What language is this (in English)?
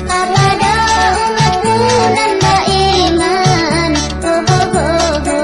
Minangkabau